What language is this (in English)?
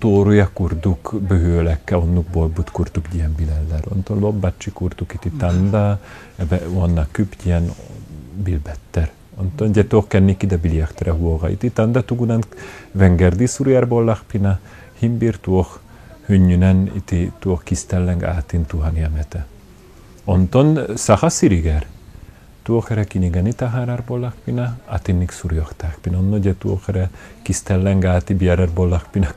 Yakut